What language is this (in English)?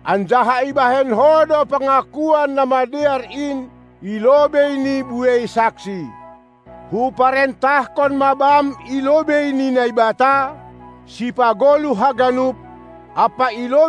Batak Simalungun